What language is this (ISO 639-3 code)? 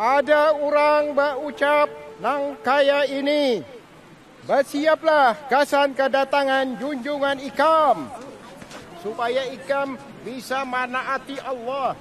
bjn